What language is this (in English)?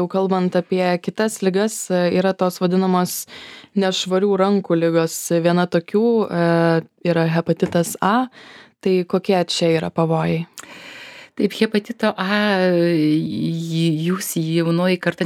Lithuanian